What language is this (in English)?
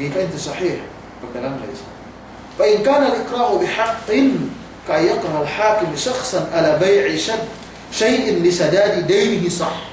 Yakan